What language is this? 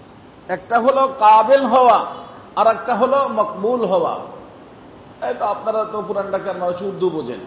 Bangla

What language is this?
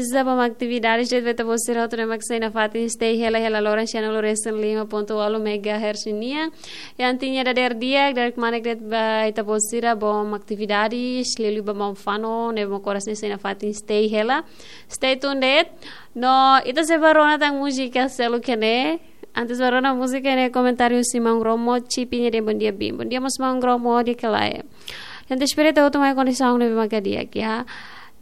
Tetum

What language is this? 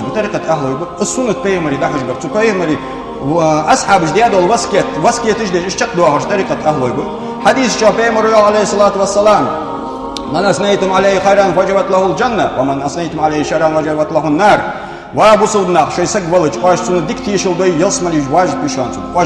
Ingush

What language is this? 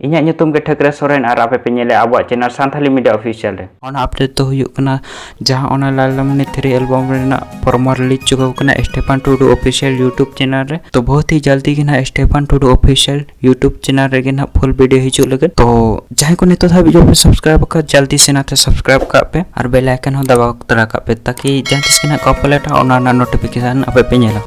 Santali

